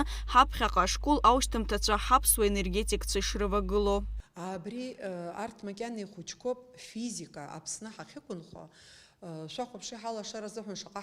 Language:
Abkhazian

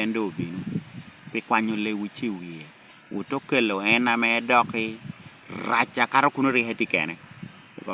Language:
Lango (Uganda)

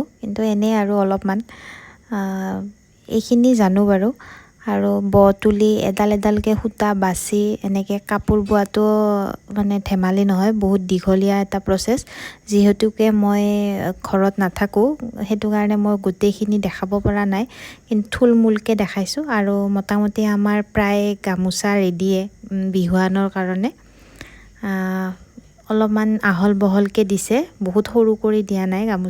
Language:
Assamese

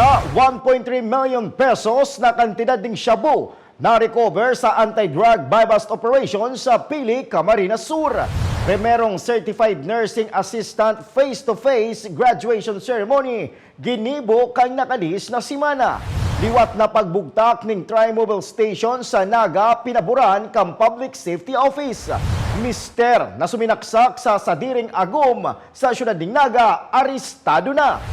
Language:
Bikol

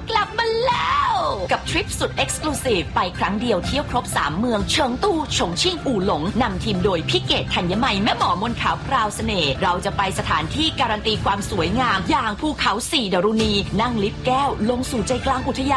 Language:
Thai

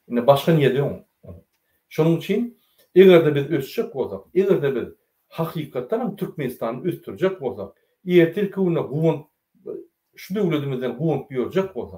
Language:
Turkmen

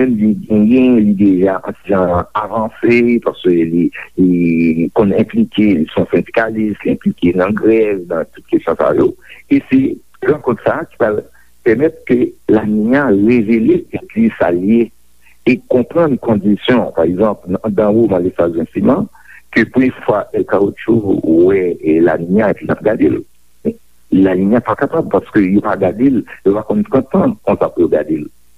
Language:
Haitian Creole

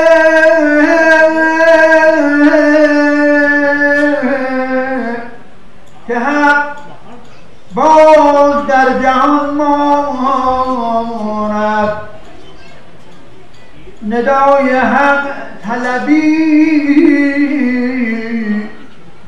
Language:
Persian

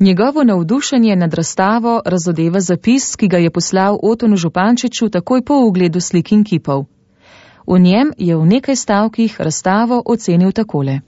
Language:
Slovenian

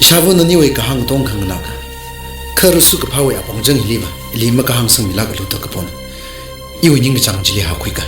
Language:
Tangkhul Naga (India)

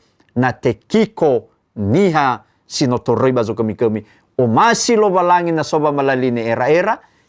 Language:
Nias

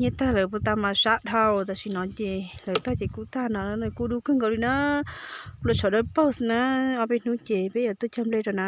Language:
Hmong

